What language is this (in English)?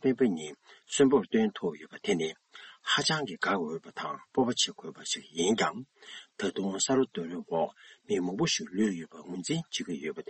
Tibetan